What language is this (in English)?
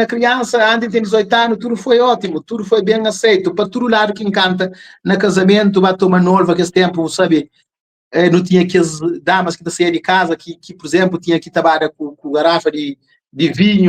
Kabuverdianu